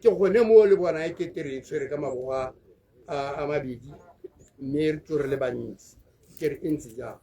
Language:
Tswana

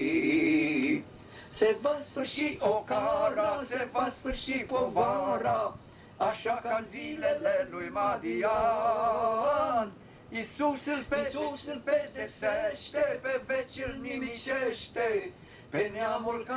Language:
Romanian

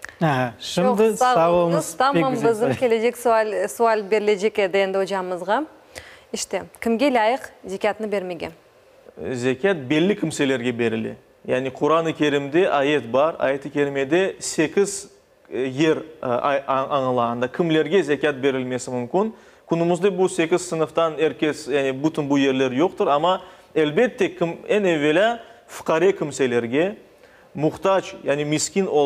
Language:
Crimean Tatar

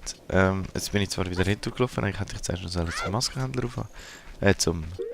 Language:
Swiss German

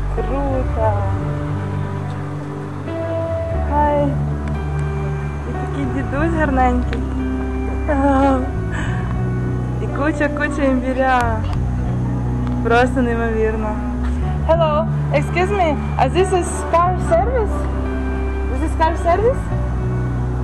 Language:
Ukrainian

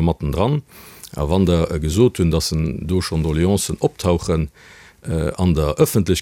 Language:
Luxembourgish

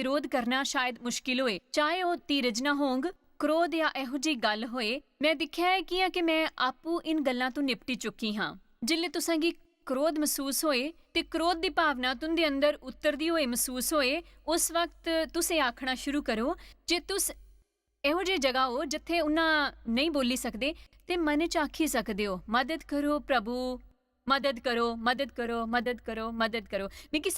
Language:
Dogri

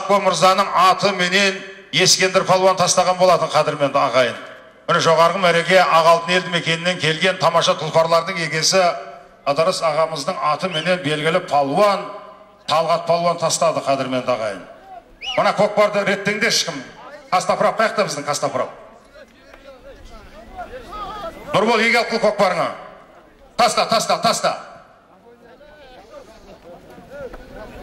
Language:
Kazakh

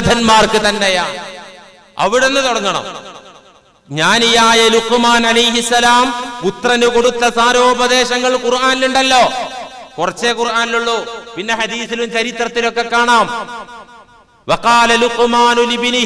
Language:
Malayalam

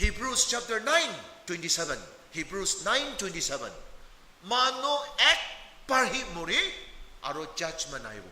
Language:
Naga Pidgin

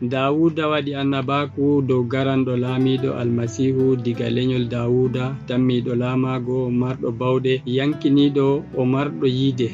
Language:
Adamawa Fulfulde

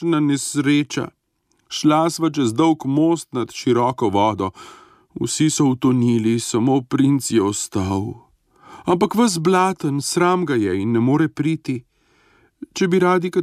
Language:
Slovenian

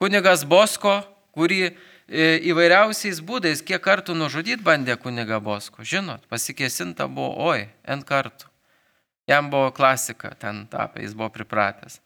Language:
Lithuanian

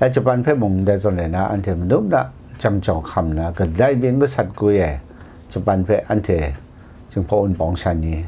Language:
Kachin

